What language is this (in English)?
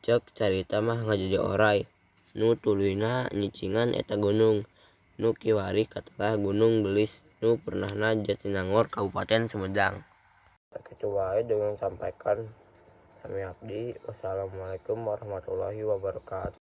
Sundanese